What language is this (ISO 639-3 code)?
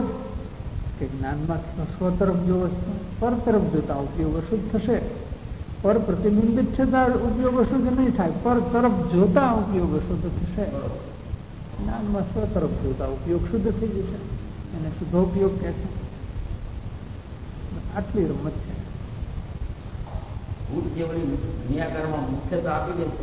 guj